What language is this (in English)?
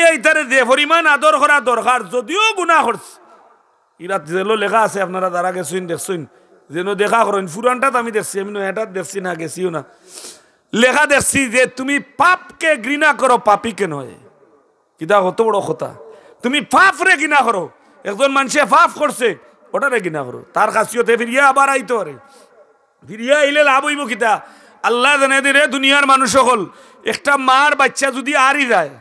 Sylheti